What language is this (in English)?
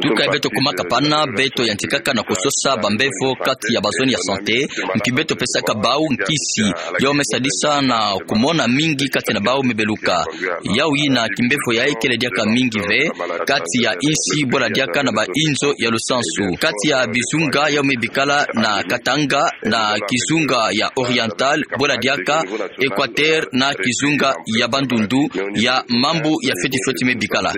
Kituba (Democratic Republic of Congo)